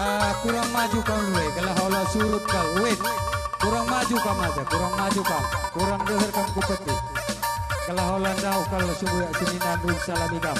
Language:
Batak Karo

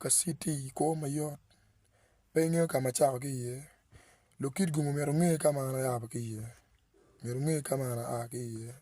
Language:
Acoli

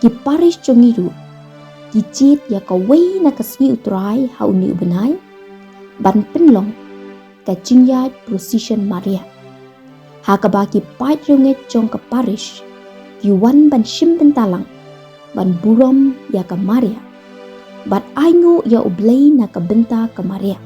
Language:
Khasi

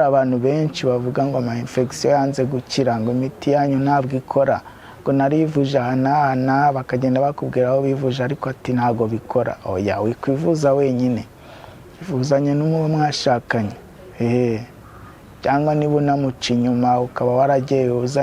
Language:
Kinyarwanda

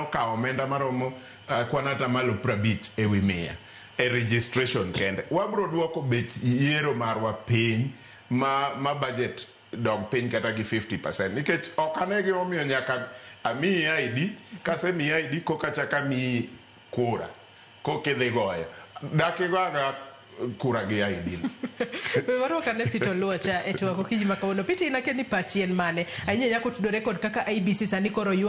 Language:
Luo (Kenya and Tanzania)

